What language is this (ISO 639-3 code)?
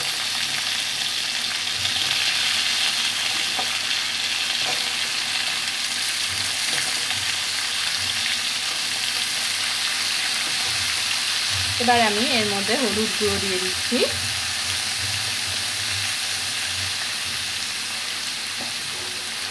ben